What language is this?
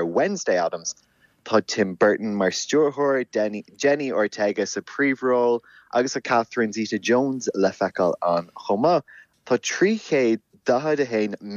Irish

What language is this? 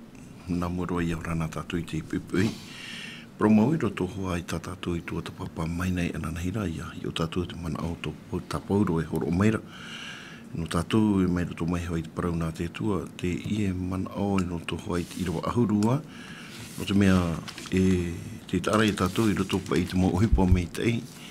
Tahitian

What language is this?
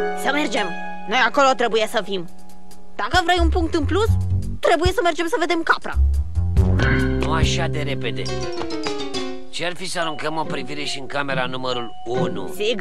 Romanian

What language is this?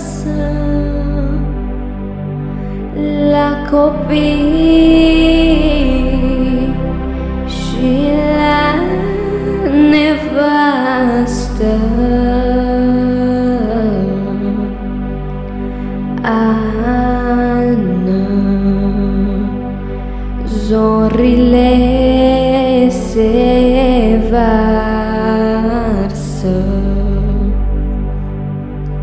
Romanian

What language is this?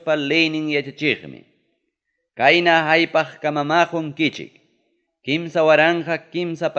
Ayacucho Quechua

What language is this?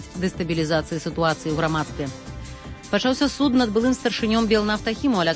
Belarusian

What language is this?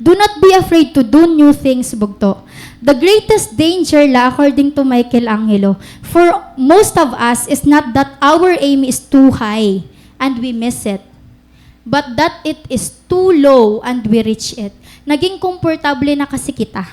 Waray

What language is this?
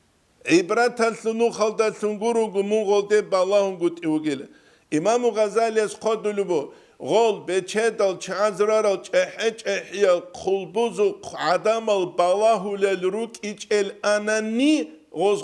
Avaric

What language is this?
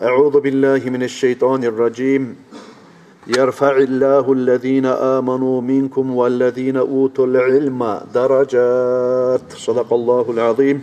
Kumyk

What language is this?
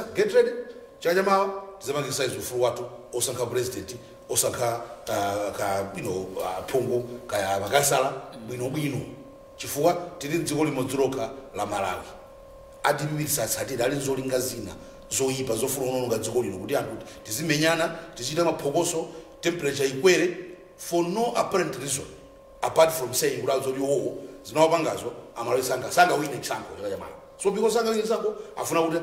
Nyanja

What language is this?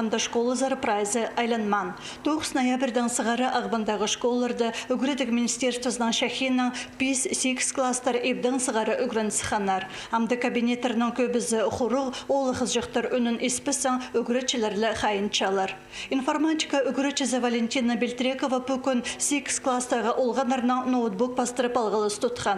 Khakas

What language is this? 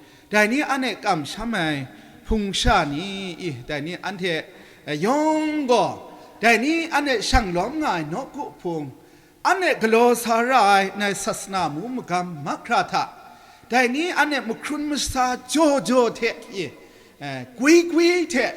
Kachin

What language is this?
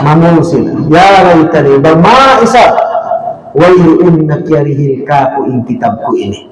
Tausug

